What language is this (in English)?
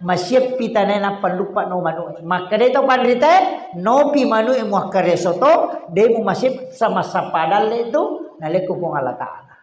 Buginese